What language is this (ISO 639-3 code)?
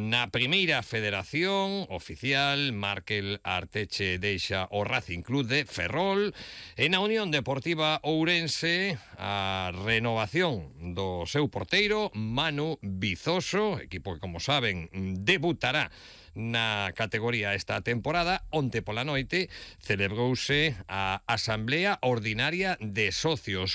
glg